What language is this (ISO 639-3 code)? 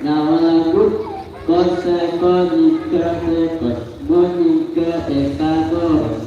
mad